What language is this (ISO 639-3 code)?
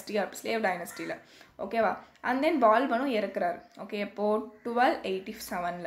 tam